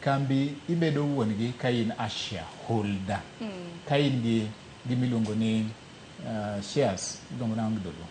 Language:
Luo (Kenya and Tanzania)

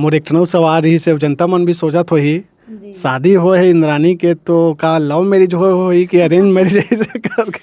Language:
Chhattisgarhi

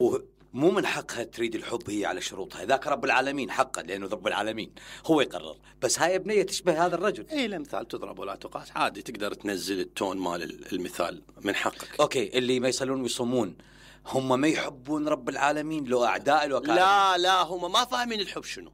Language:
Mesopotamian Arabic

